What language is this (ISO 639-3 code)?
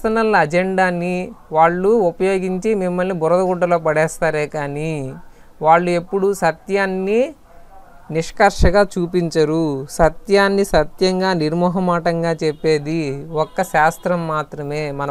tel